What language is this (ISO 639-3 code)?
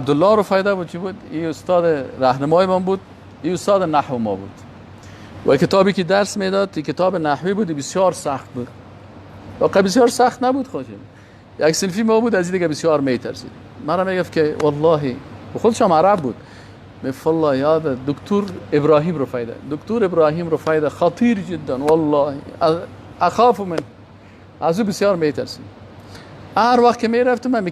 fas